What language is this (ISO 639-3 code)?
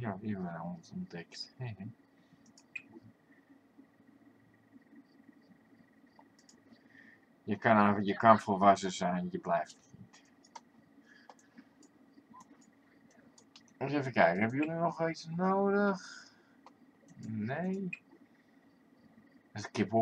nld